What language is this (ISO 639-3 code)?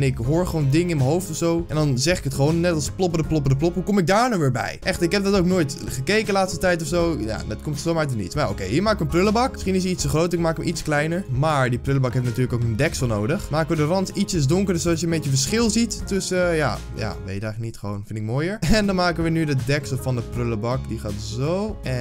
nld